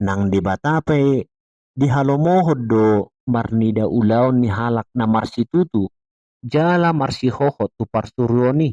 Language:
Batak Toba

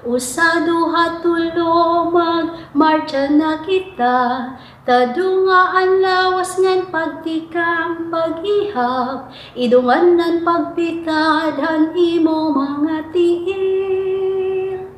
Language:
Waray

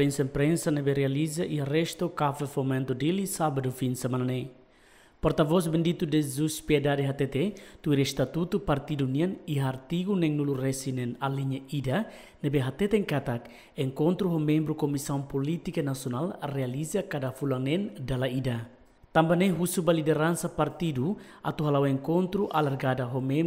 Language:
Tetum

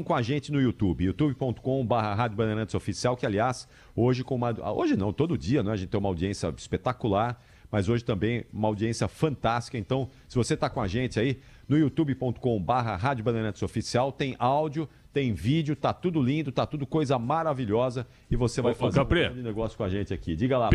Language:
Portuguese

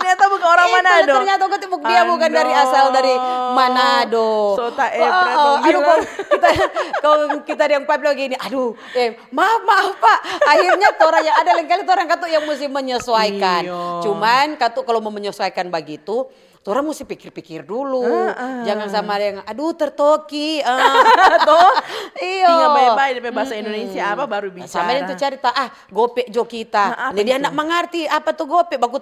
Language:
Manado Malay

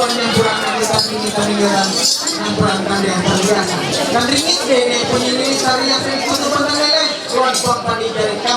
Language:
Ma'anyan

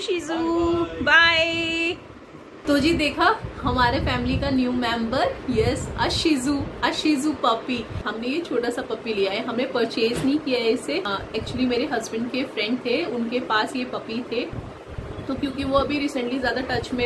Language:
Hindi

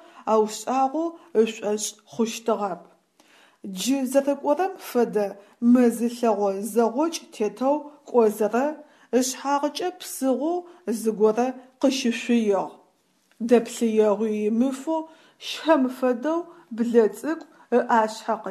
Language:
Adyghe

